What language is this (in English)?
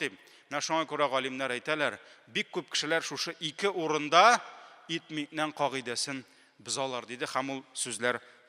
Tatar